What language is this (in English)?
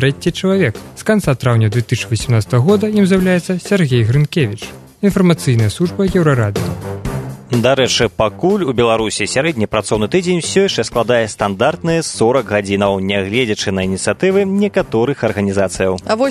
Belarusian